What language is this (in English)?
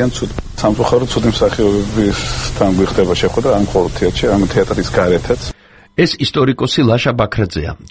Georgian